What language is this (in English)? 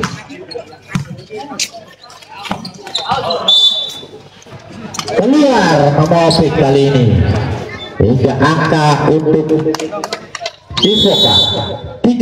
Indonesian